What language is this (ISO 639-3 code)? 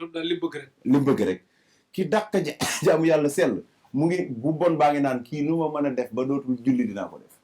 wol